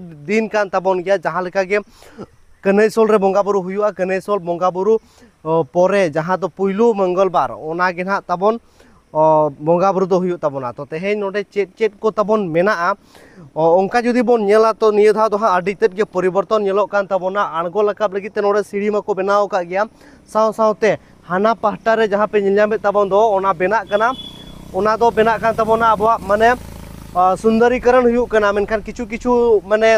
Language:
Santali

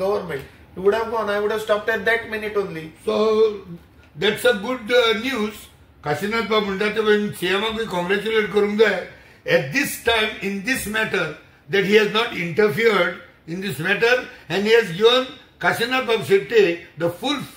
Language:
Konkani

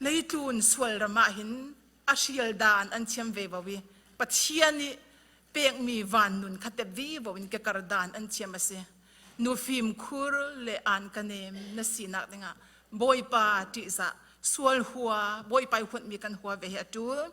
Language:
Falam Chin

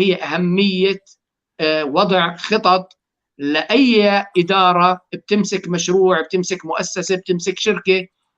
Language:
North Levantine Arabic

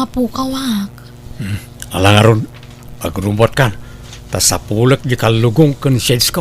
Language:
Iloko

